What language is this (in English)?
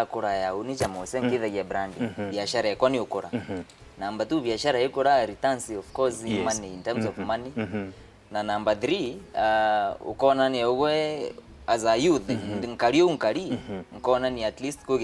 Meru